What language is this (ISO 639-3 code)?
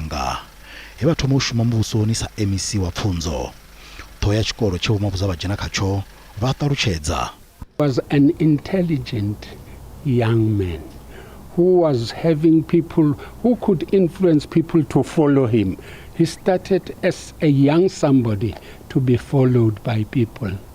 ven